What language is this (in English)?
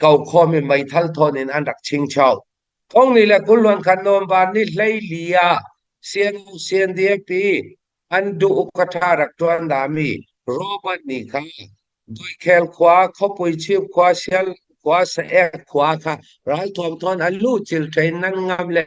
Falam Chin